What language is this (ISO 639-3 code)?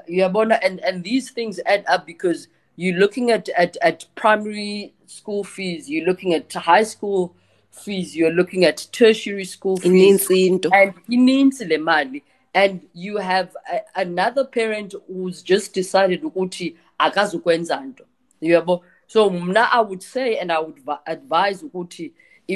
xho